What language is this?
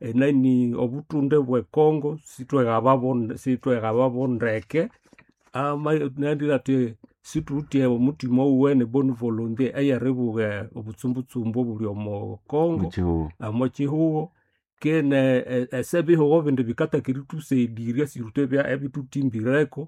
Nande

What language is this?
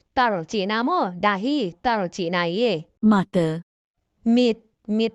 Tedim Chin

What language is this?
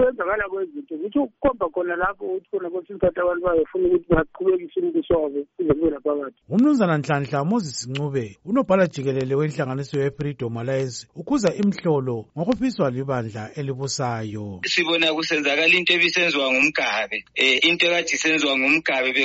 North Ndebele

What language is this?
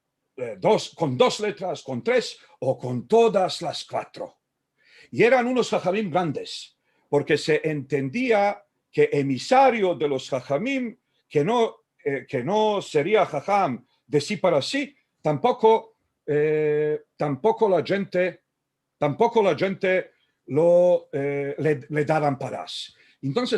Ladino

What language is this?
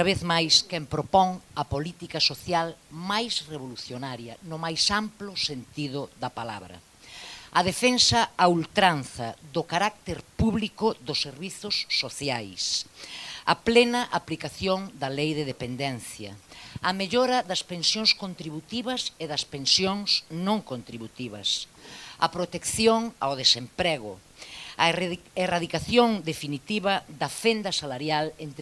Galician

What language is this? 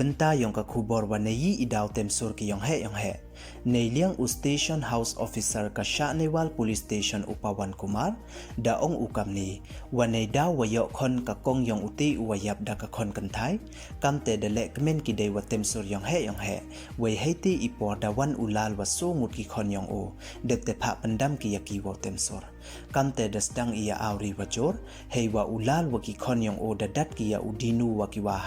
Pnar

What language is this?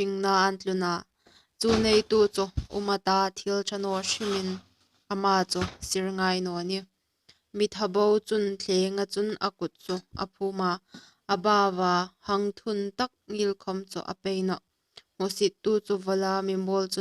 Hmar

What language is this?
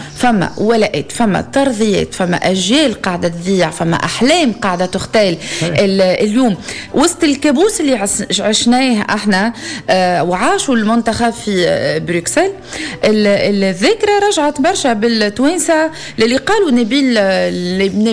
Tunisian Arabic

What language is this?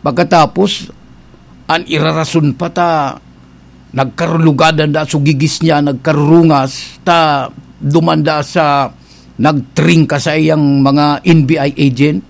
Bikol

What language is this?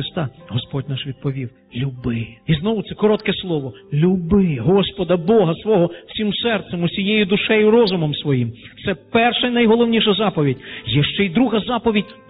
Ukrainian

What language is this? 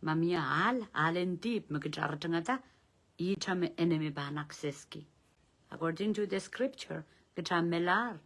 Pohnpeian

